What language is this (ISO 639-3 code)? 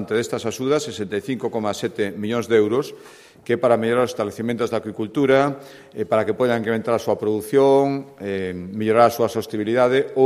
glg